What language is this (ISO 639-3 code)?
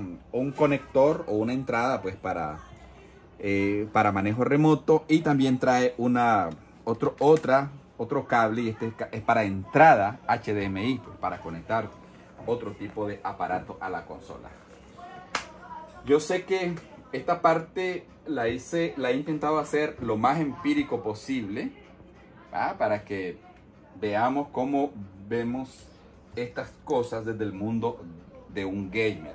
spa